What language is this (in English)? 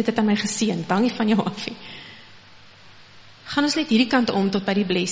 Afrikaans